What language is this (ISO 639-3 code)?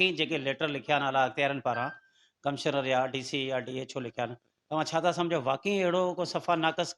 snd